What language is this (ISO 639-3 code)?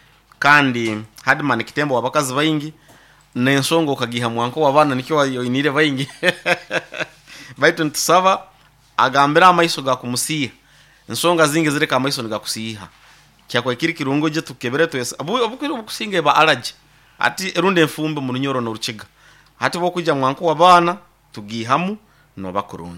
nyo